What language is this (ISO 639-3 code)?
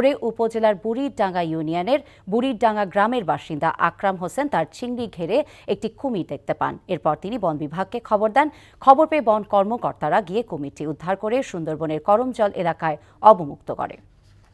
ben